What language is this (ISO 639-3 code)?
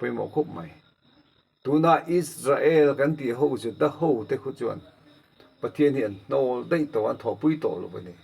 lus